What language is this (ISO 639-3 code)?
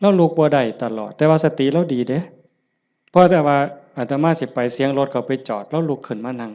tts